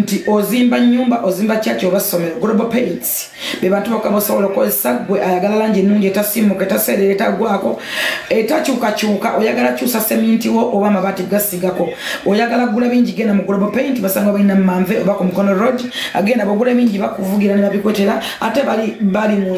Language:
Ganda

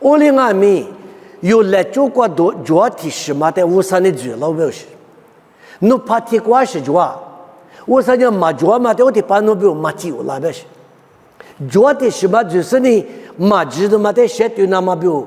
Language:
Lisu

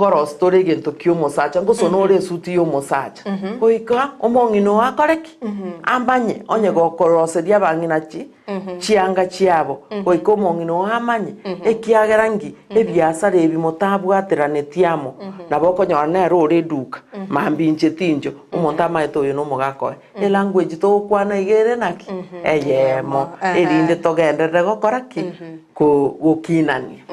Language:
Gusii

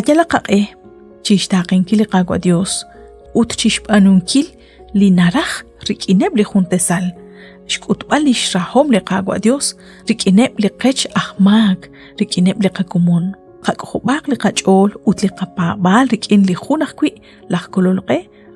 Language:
Kekchí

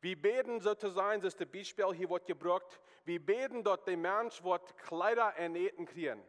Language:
Plautdietsch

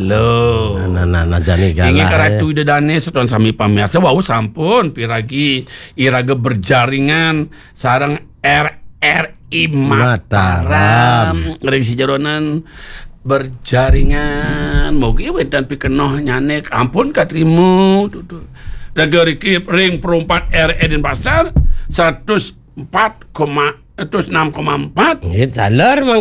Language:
Balinese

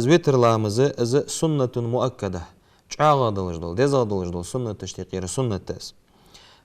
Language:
Ingush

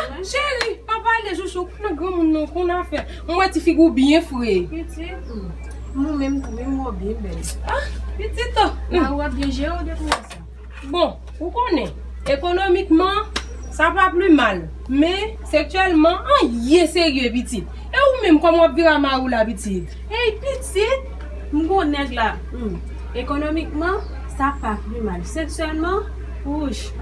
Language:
Haitian Creole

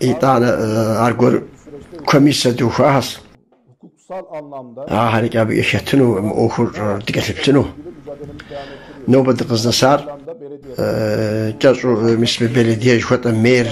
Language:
Kabardian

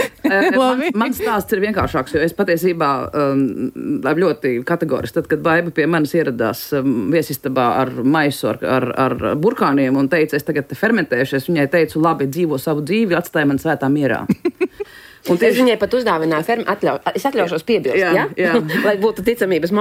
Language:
Latvian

